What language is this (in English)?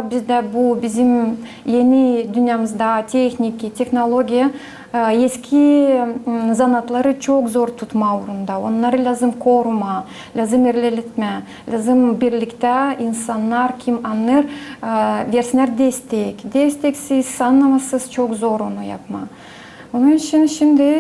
Gagauz